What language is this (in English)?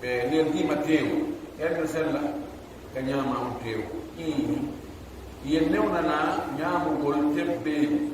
Fula